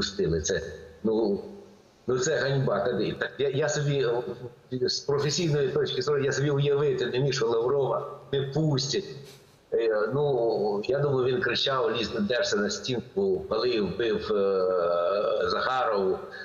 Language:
Ukrainian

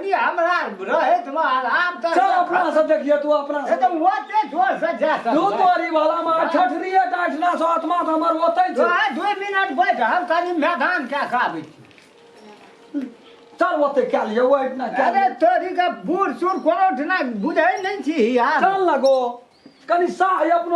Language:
Maithili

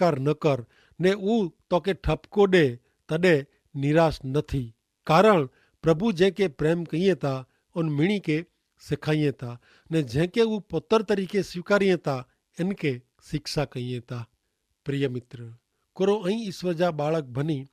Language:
Kachhi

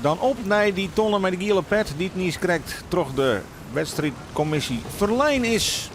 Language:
Western Frisian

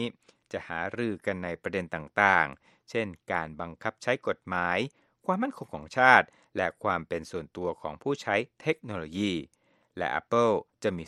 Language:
Thai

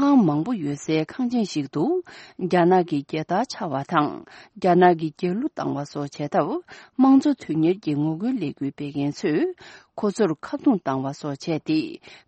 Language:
Tibetan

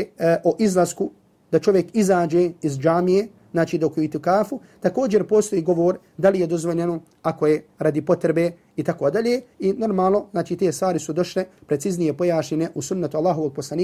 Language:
Bosnian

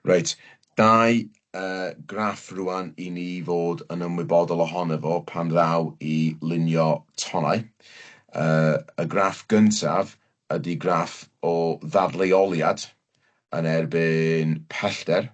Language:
Welsh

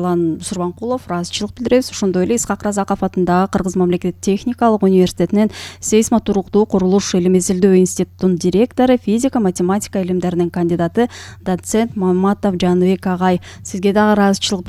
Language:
Kyrgyz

